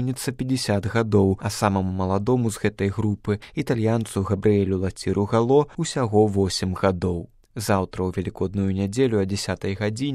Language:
Belarusian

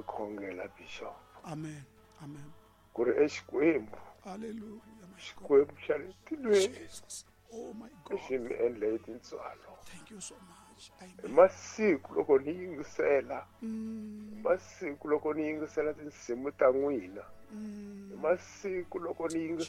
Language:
Tsonga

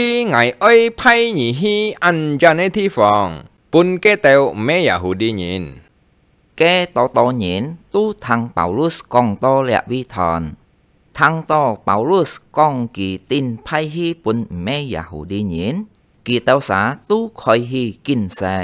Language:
Hakka Chinese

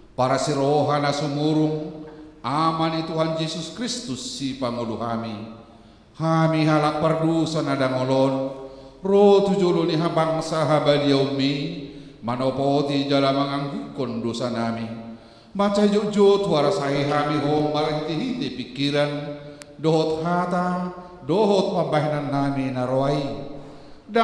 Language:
Batak Toba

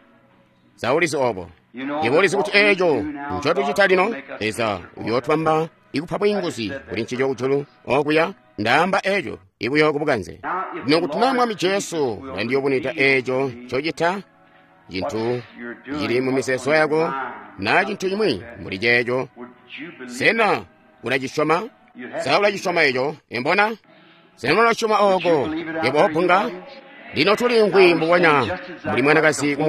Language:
Tonga (Zambia)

